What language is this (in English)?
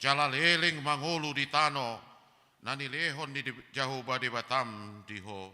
Batak Toba